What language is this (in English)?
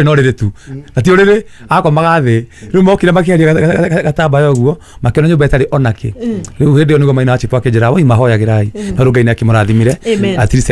Kikuyu